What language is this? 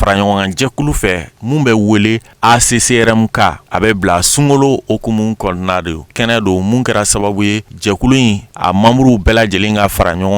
Bambara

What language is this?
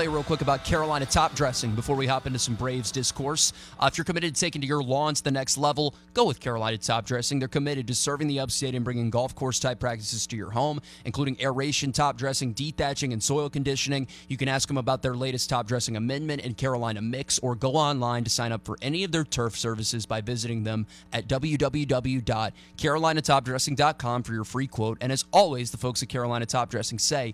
English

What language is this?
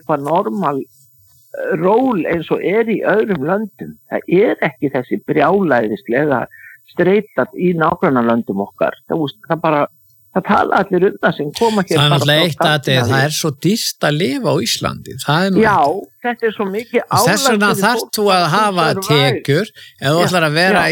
Icelandic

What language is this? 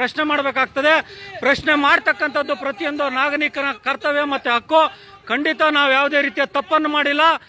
Kannada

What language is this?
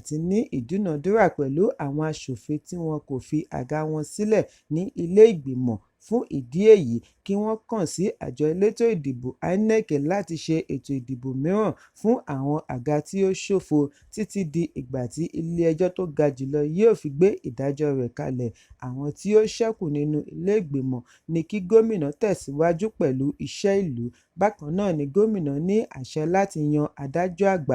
Yoruba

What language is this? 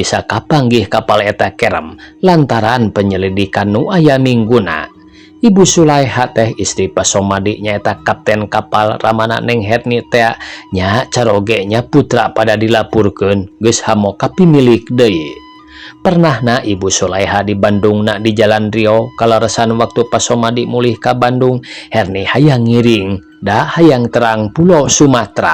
Sundanese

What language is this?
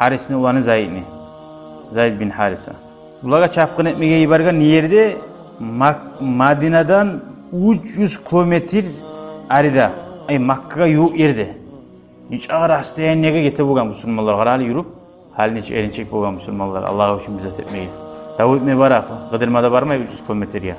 Kumyk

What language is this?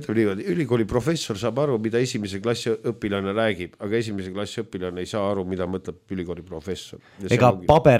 Estonian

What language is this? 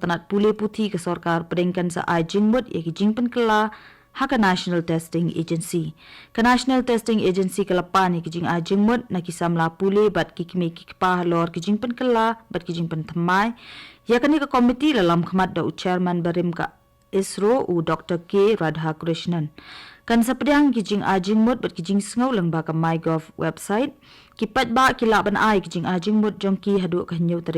Khasi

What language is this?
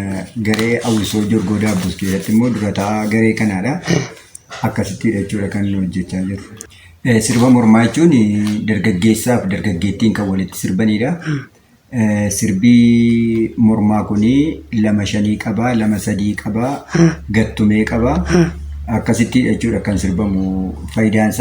Oromo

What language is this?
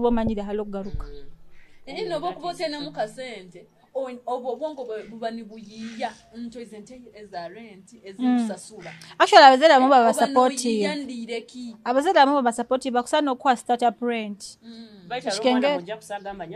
Nyoro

